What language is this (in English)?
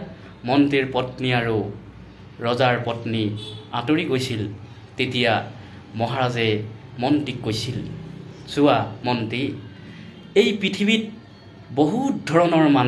Assamese